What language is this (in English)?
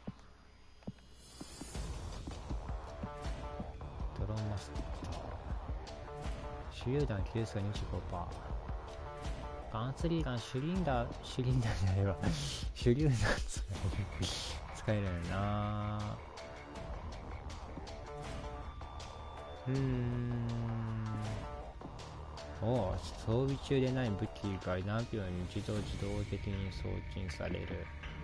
Japanese